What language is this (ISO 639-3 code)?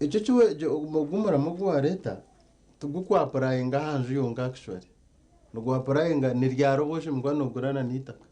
nyn